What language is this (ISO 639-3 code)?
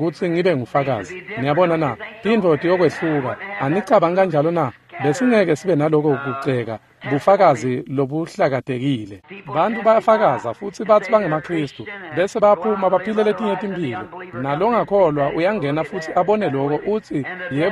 ssw